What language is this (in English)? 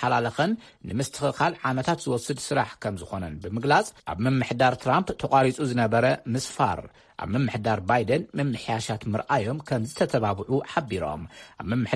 Tigrinya